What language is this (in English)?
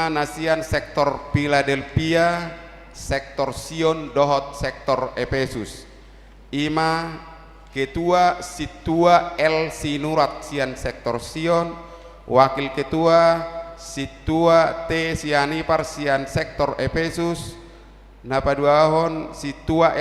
Batak Toba